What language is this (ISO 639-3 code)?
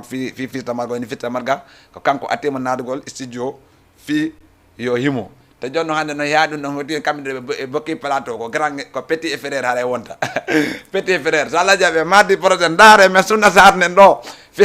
ful